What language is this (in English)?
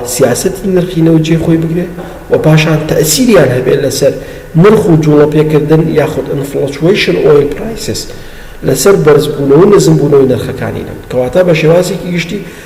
Central Kurdish